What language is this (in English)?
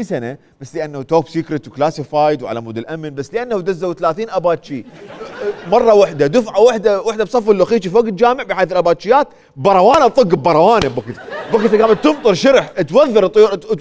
Mesopotamian Arabic